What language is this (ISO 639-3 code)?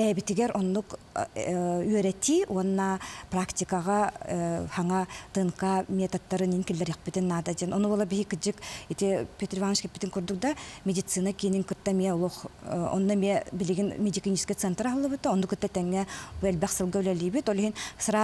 sah